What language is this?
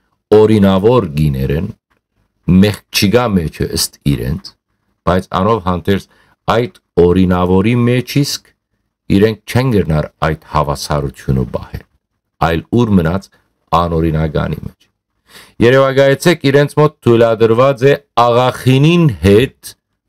Western Armenian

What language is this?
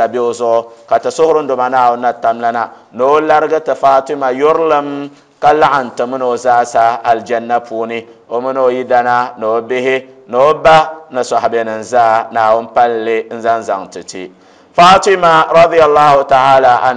Dagbani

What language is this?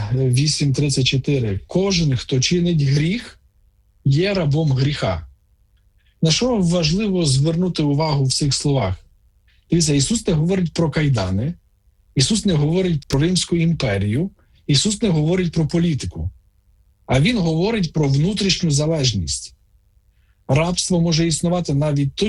Ukrainian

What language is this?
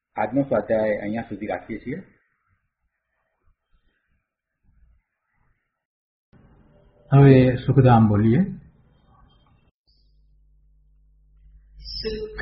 Gujarati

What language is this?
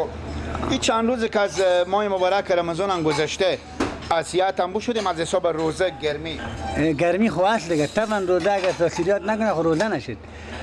Persian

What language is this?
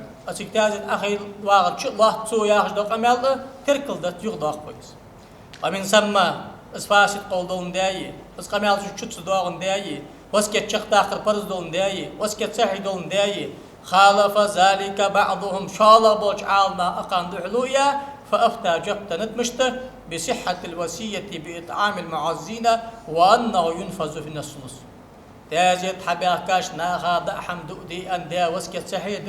Ingush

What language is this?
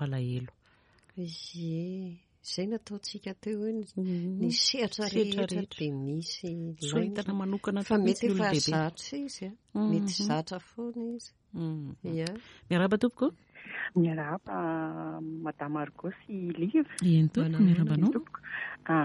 Malagasy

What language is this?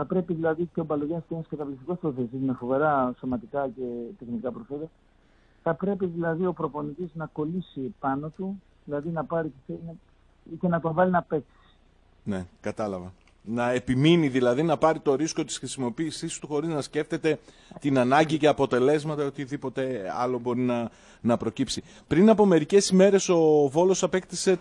Greek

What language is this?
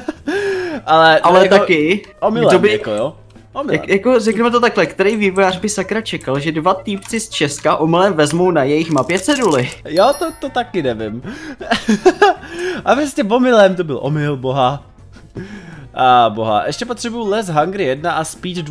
Czech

